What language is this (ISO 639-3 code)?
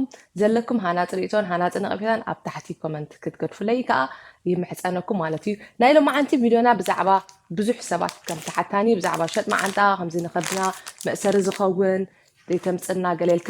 tir